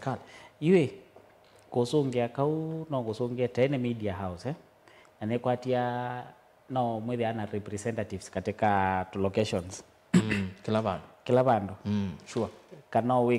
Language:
Kamba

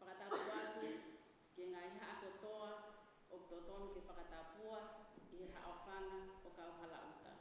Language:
Tongan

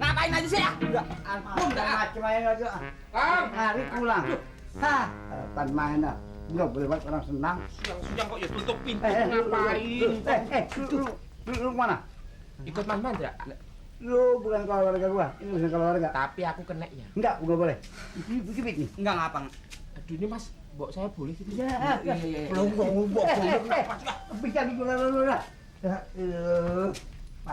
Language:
Betawi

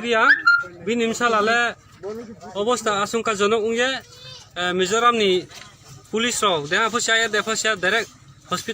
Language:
Riang (India)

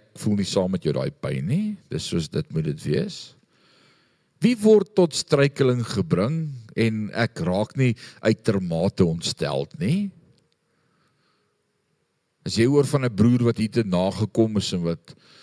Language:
Afrikaans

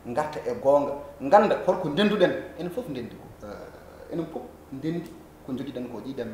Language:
Fula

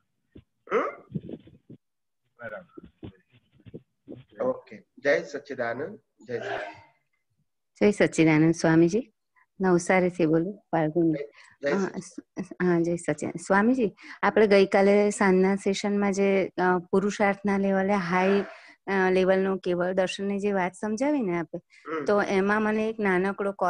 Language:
Gujarati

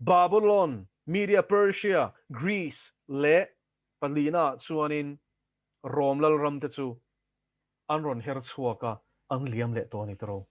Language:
Mizo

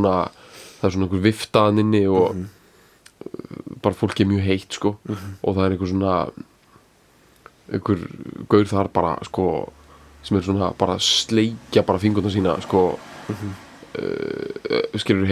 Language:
Icelandic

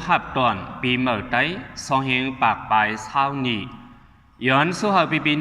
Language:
Shan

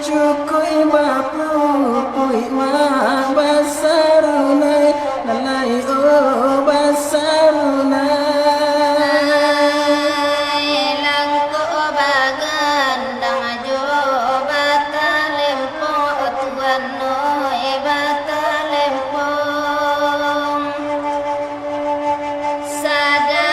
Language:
Minangkabau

